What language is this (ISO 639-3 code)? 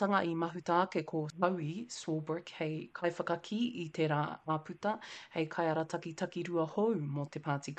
mri